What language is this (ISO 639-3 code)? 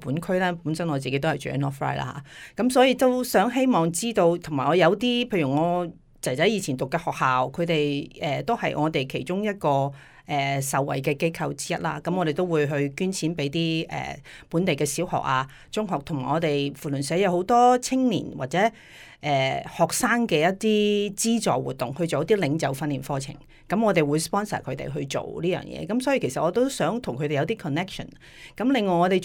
yue